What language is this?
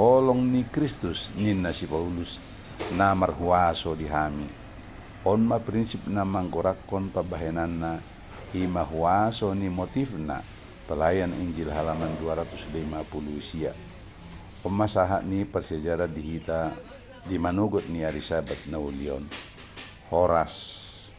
Batak Toba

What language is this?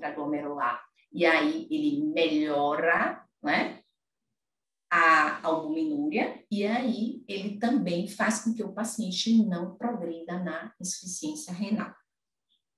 Portuguese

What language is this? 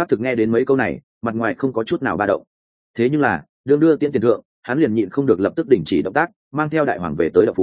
Vietnamese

